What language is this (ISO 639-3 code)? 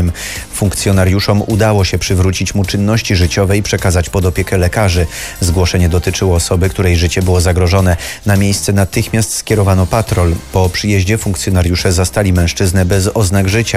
pol